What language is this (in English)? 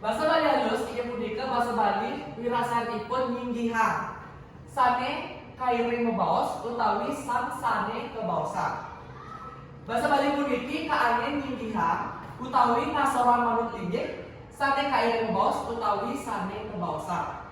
Balinese